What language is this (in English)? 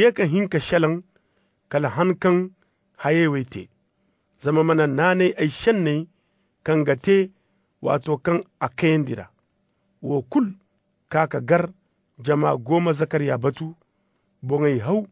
Zarma